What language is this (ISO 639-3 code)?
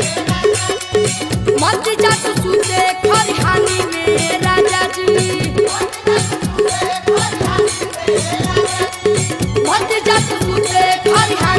bho